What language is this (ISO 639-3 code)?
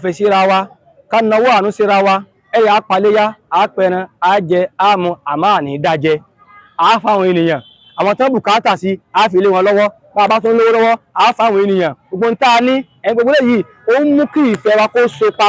yor